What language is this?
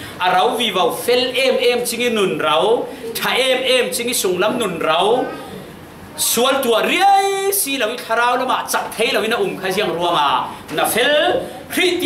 Falam Chin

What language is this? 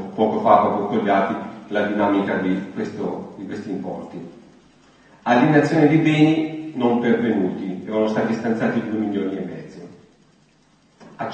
Italian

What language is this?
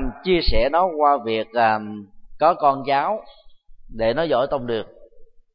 Vietnamese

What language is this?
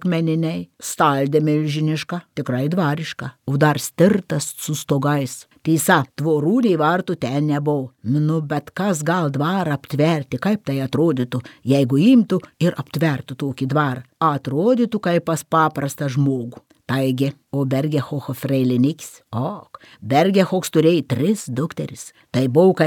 Lithuanian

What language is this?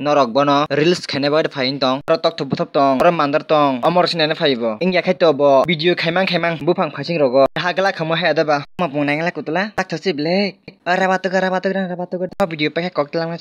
Kok Borok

